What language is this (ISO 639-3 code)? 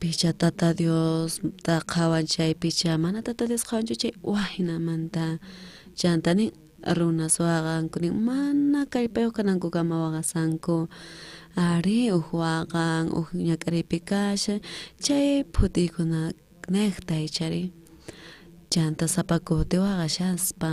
quh